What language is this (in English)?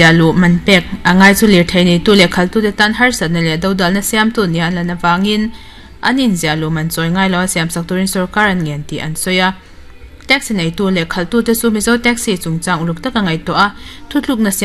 Mizo